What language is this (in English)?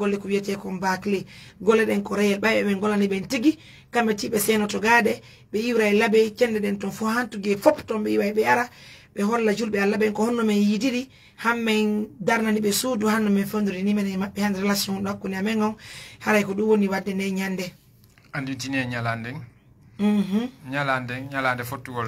Fula